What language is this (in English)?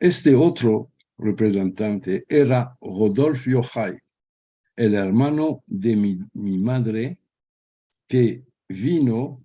Ladino